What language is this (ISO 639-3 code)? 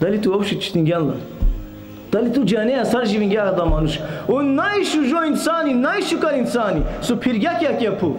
rmn